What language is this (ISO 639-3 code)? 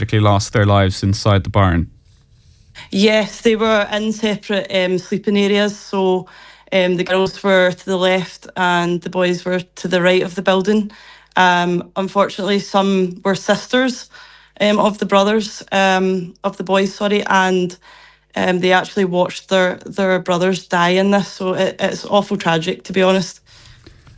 eng